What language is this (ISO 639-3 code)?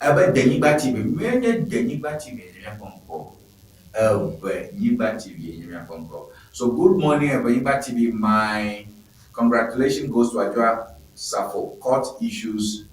ewe